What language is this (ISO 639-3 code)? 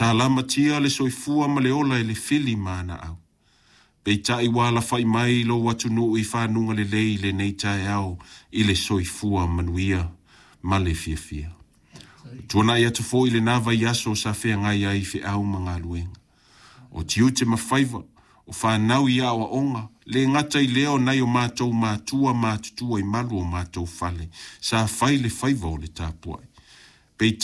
smo